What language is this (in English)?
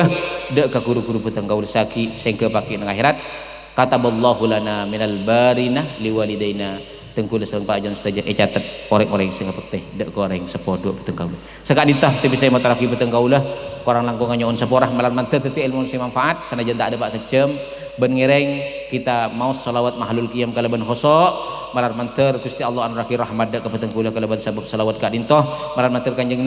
Madurese